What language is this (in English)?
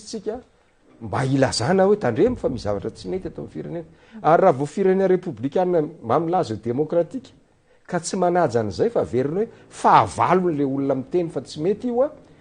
Malagasy